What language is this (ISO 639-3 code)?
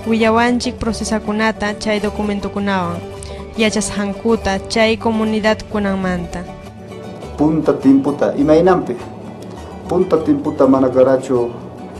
quy